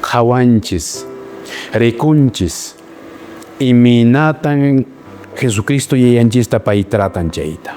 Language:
Quechua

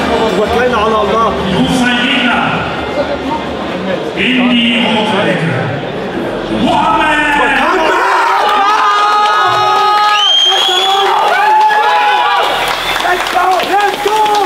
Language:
German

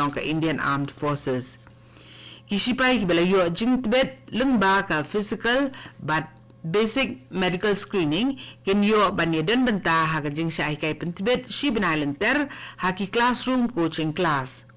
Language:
Khasi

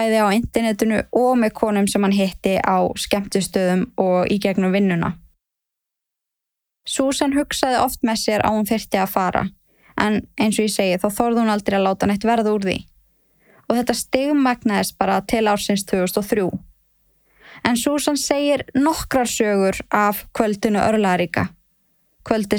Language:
Icelandic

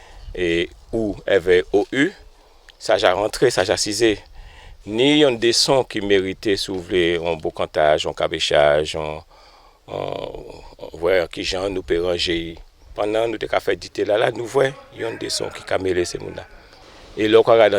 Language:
Guadeloupean Creole French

